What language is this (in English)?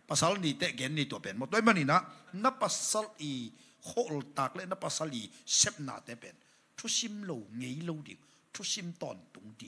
Tedim Chin